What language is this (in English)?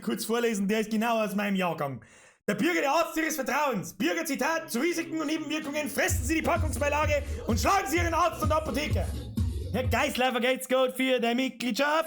Bavarian